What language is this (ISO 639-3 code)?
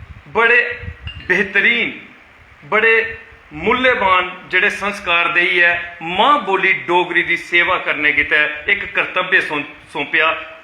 doi